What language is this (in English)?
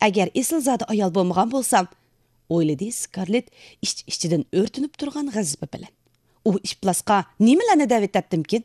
Uyghur